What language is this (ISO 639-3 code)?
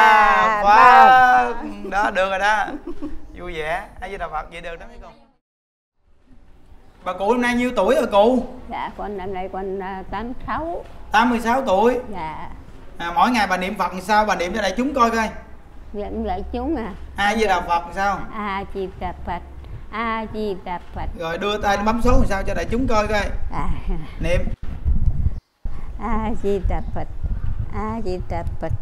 vie